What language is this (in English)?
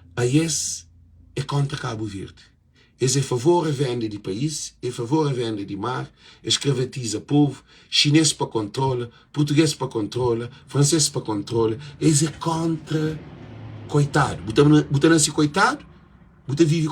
Kabuverdianu